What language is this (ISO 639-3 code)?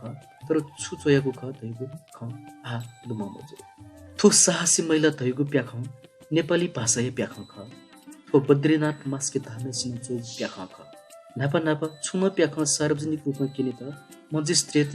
new